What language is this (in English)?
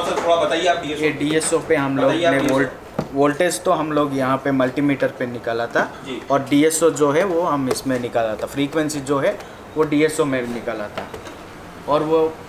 Hindi